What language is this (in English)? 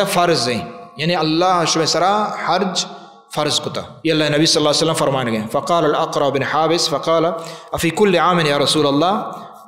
Baluchi